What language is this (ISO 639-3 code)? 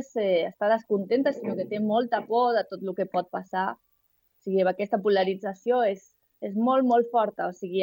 cat